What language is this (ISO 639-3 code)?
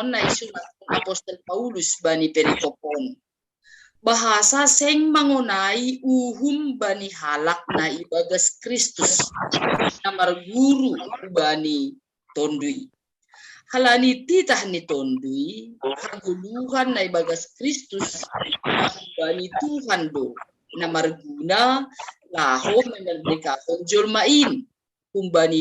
bts